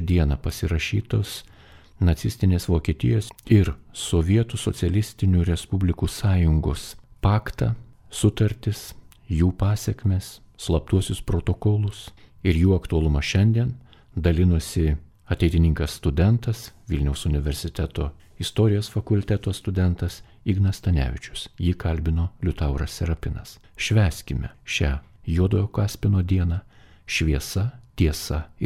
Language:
Lithuanian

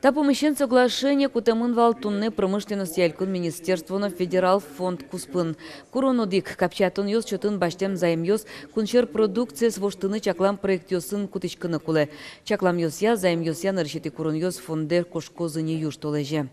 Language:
Udmurt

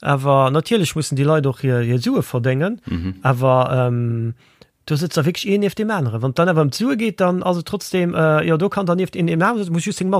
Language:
Luxembourgish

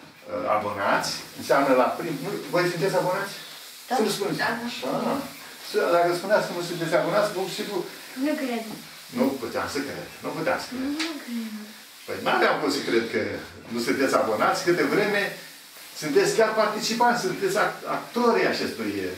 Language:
Romanian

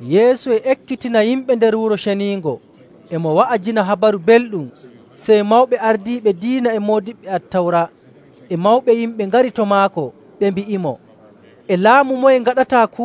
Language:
Nigerian Fulfulde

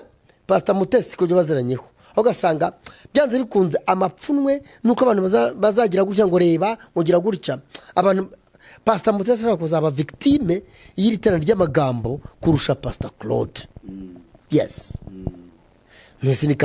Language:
Kinyarwanda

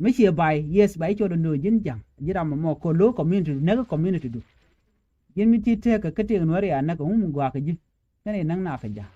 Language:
Nuer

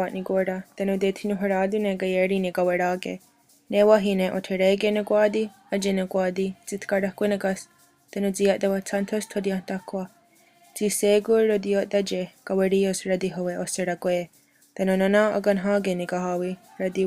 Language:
Mohawk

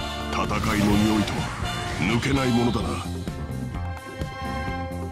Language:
Japanese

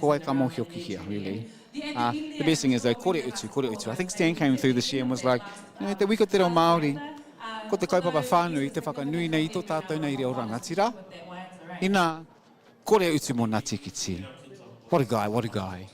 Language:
Māori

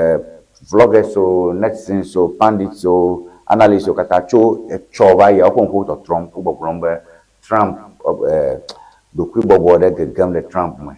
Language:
Ewe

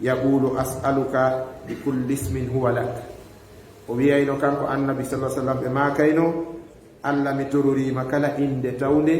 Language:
Fula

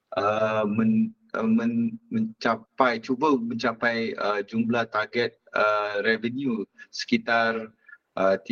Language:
Malay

